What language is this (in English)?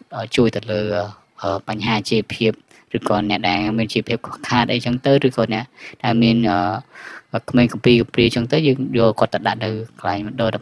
Khmer